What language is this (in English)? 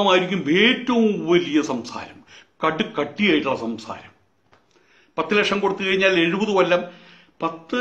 Malayalam